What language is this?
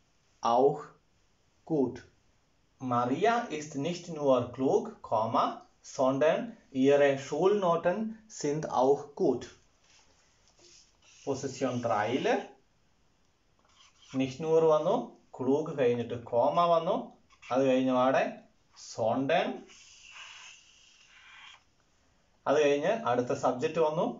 Malayalam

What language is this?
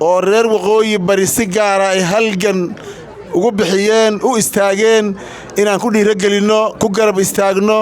Somali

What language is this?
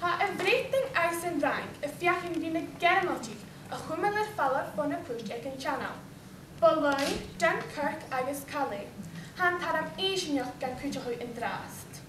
Scottish Gaelic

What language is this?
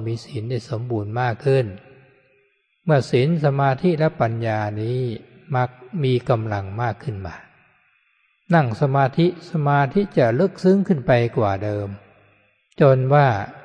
Thai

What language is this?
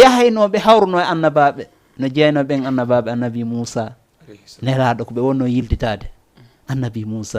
Fula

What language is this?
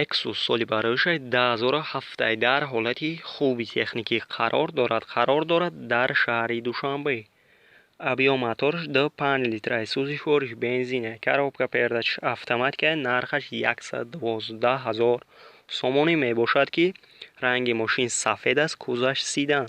Tajik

